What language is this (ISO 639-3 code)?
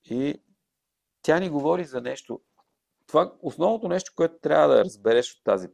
bul